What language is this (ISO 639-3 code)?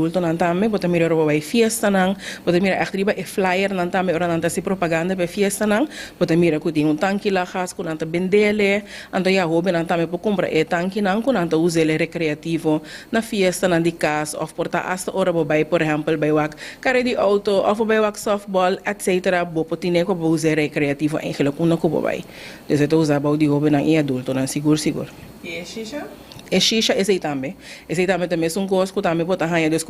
pap